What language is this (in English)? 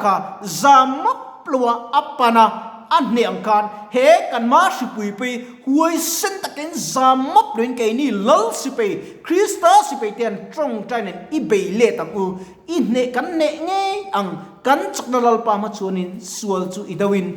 Mizo